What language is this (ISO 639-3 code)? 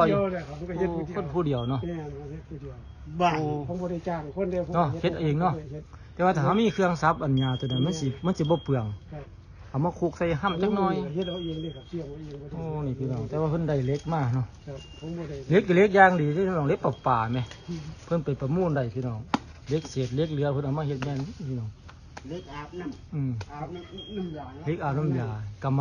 tts